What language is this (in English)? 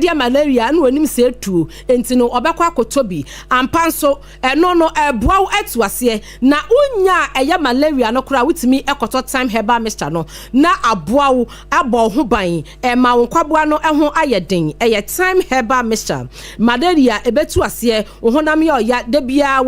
Akan